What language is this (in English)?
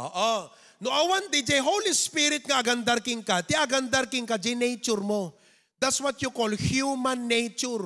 Iloko